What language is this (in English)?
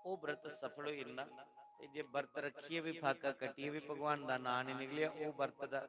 Dogri